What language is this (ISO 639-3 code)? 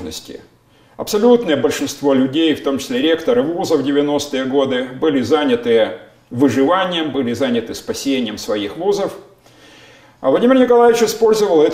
rus